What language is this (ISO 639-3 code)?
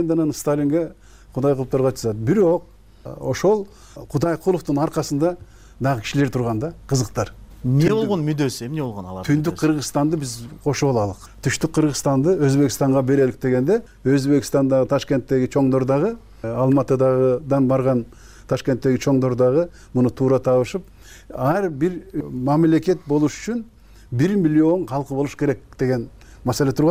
kir